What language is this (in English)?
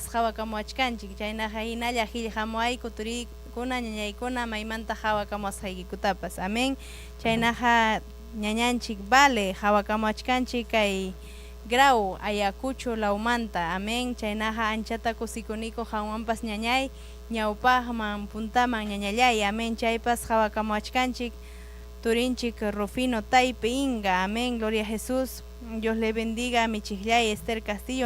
Ayacucho Quechua